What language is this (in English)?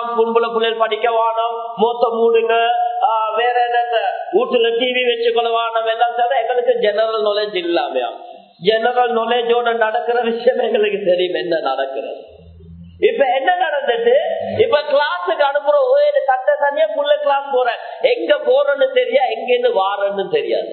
Tamil